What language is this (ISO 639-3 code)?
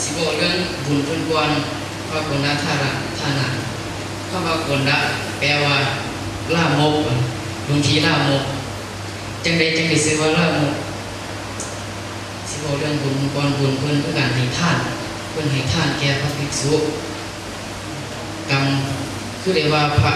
lao